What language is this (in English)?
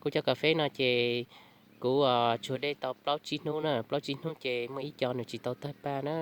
Hmong